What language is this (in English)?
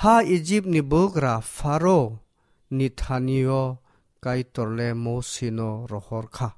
Kok Borok